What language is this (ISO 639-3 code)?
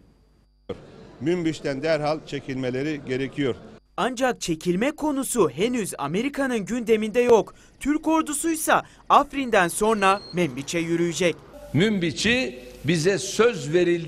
tur